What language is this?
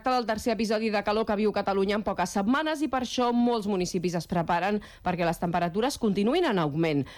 Catalan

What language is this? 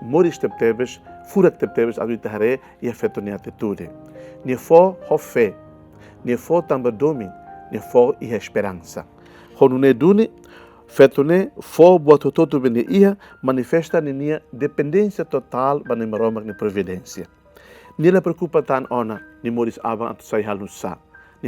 Tetum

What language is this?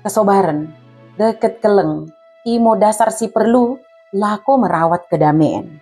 Batak Dairi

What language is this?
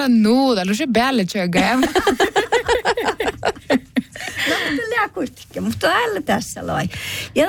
Northern Sami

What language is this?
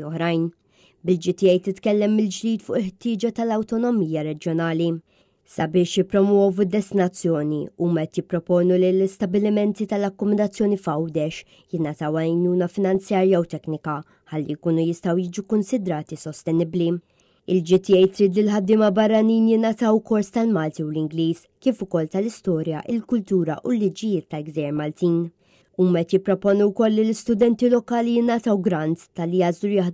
Maltese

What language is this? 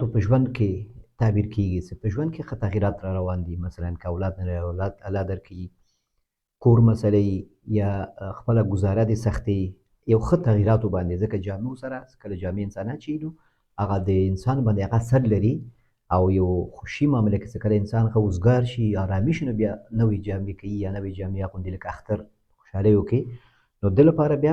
Pashto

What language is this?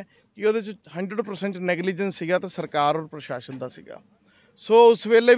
Punjabi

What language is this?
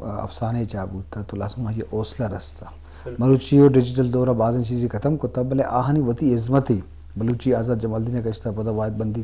Eastern Balochi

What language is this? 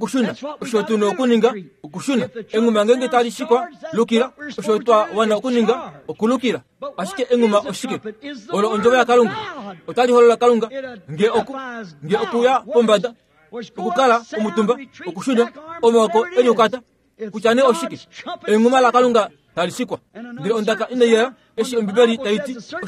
Kuanyama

